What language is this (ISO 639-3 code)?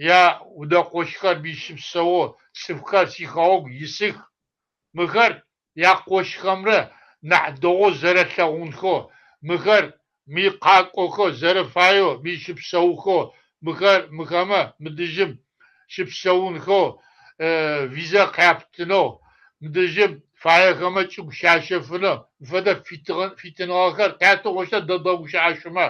kbd